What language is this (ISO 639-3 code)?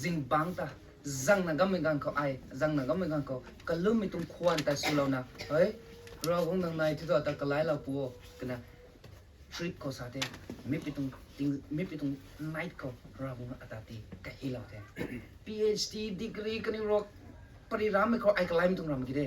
nbu